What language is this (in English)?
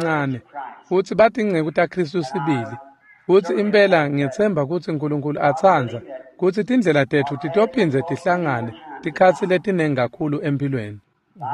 Swati